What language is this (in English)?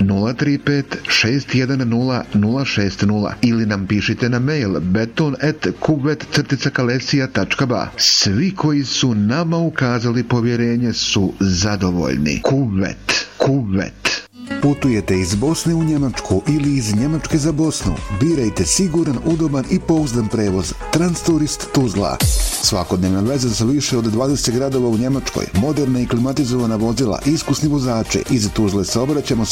Bosnian